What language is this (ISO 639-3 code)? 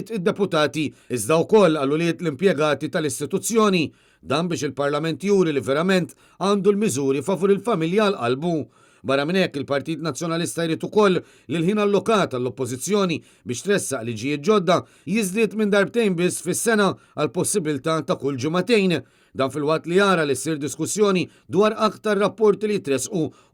mlt